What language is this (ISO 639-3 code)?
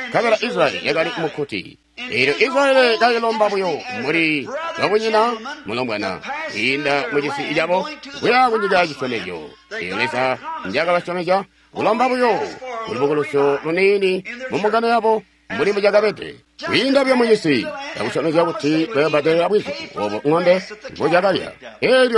toi